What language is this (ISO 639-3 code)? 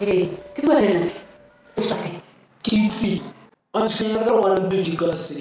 tsn